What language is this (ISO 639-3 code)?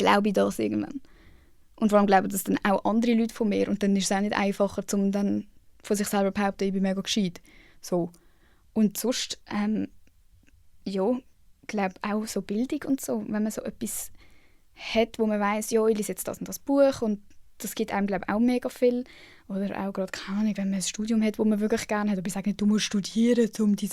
gsw